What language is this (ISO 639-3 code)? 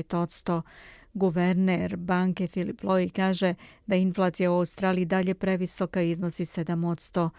srp